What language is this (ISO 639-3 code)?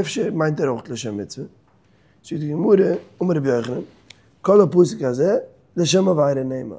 yid